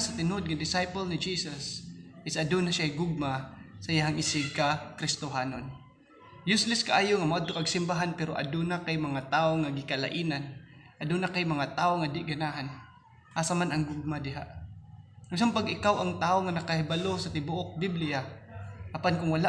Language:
Cebuano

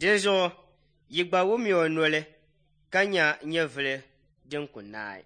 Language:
Dagbani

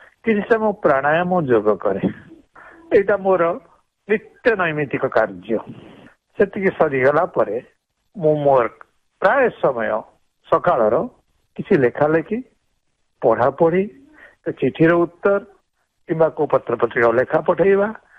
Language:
Odia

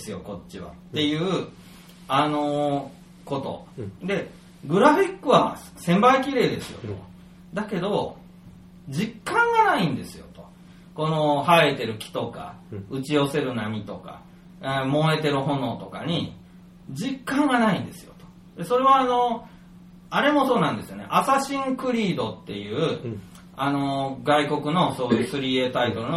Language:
Japanese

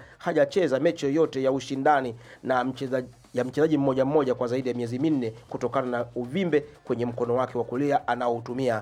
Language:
Swahili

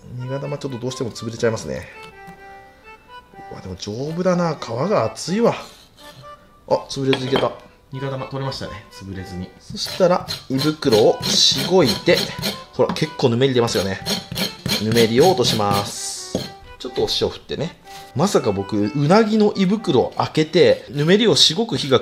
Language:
Japanese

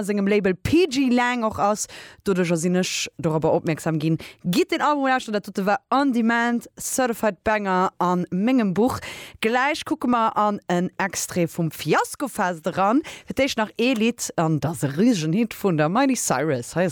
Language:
Luxembourgish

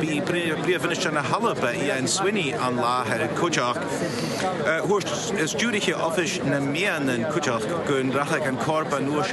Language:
Scottish Gaelic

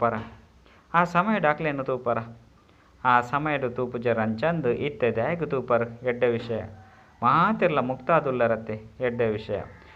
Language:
Tulu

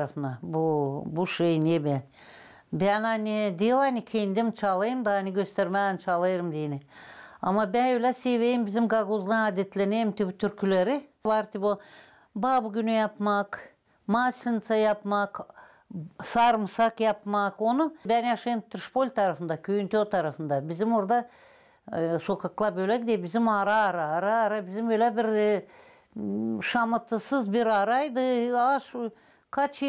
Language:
Gagauz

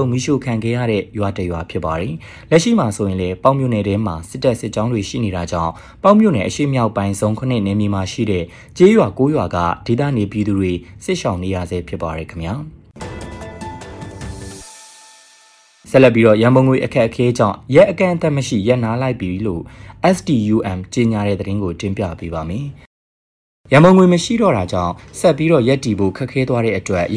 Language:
Burmese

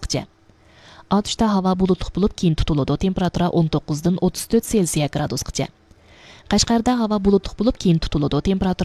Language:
Uyghur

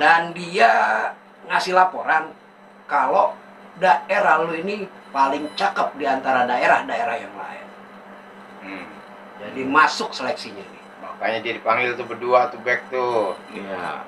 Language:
Betawi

